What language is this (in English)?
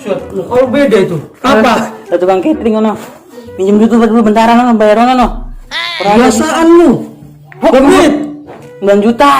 Betawi